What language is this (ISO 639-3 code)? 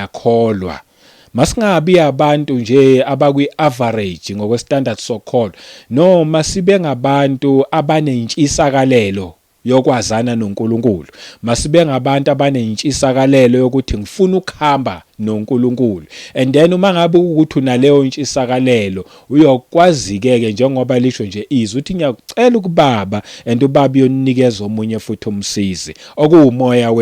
zul